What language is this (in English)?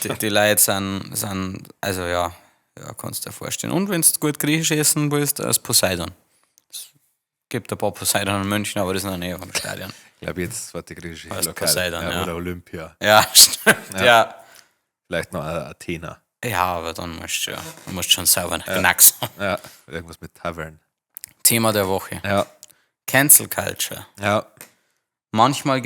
Bavarian